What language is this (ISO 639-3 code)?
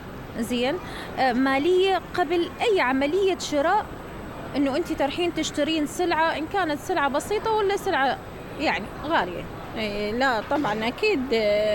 acm